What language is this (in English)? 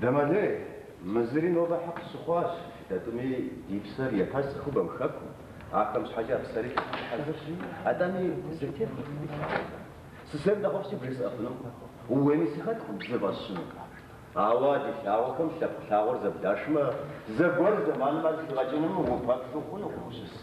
Kabardian